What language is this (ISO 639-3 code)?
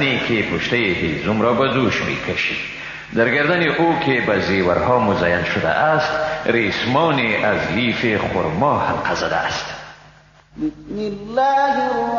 fas